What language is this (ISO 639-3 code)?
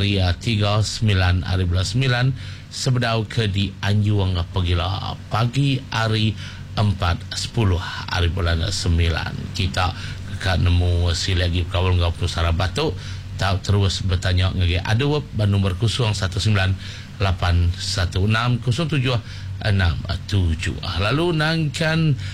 iba